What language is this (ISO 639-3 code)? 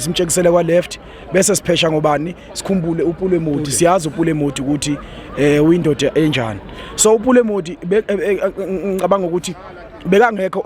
zul